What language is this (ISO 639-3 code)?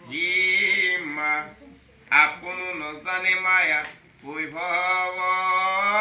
asm